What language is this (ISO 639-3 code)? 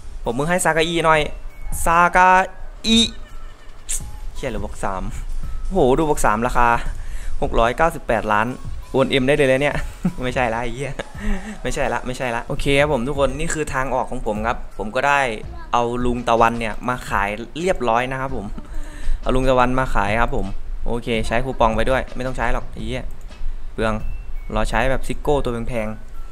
tha